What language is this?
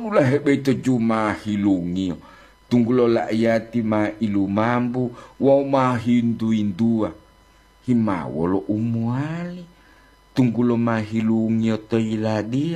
Gorontalo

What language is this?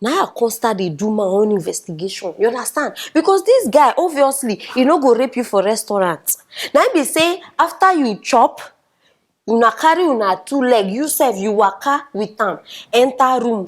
Nigerian Pidgin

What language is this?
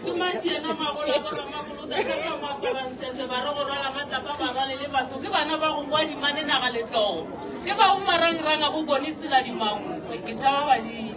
Northern Sotho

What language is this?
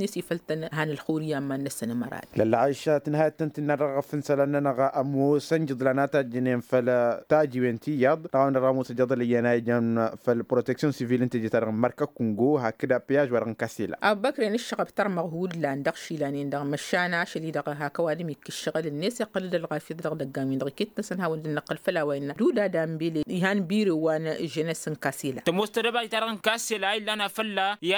Tamasheq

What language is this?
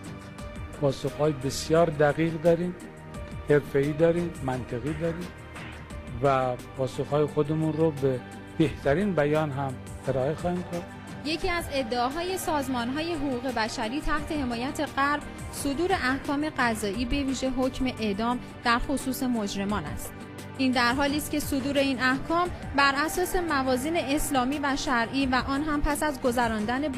Persian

